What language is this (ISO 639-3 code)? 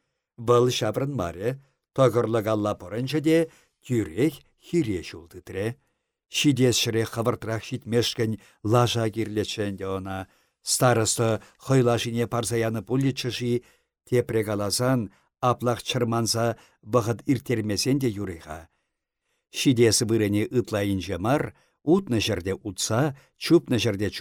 chv